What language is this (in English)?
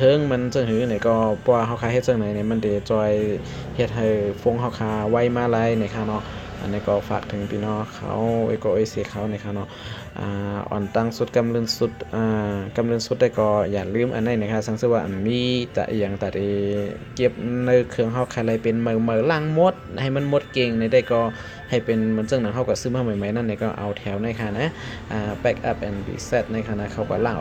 Shan